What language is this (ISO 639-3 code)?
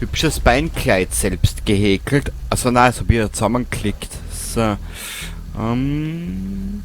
bar